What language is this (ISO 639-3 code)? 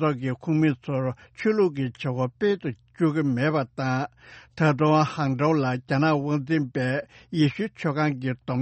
bod